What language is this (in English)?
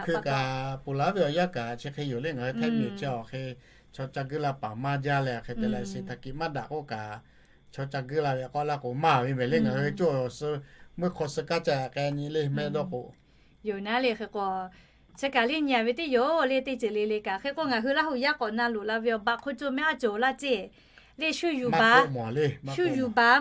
Lahu